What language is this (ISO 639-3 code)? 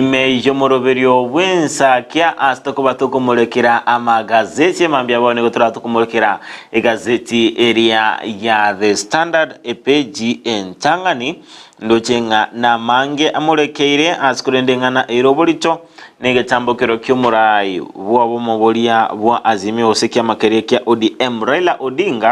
guz